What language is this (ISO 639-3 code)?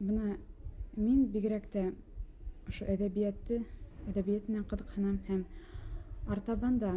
bak